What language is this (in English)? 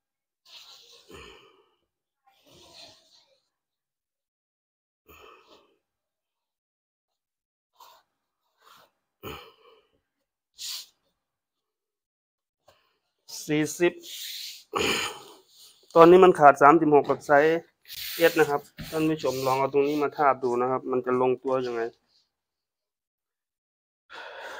Thai